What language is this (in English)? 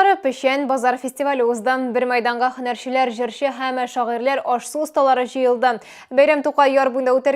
Tatar